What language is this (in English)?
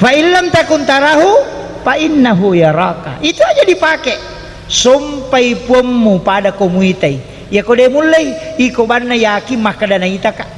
Buginese